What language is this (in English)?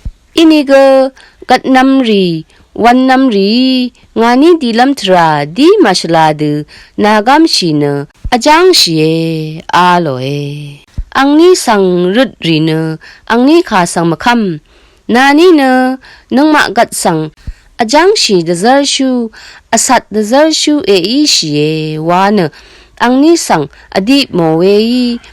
Rawang